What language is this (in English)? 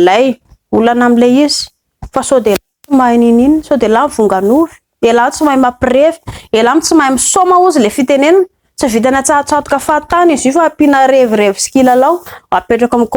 Malagasy